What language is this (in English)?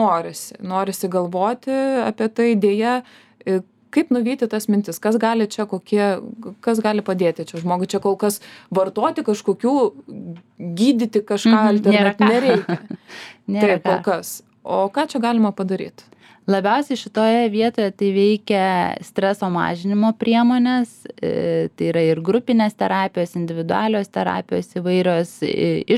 Lithuanian